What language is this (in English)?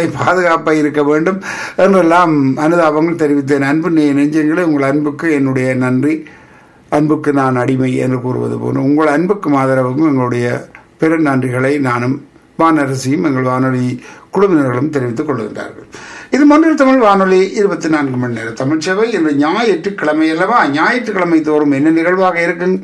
Tamil